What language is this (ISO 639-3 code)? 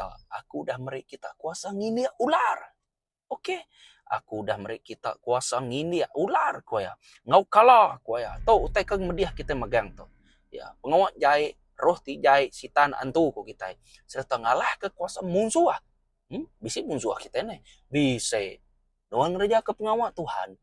iba